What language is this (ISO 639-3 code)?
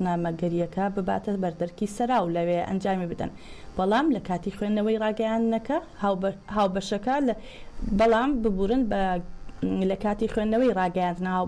ckb